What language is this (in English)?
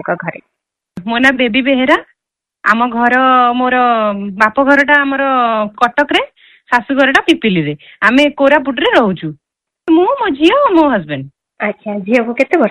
Odia